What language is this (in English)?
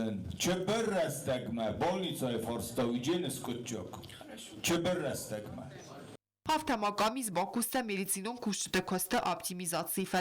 Ossetic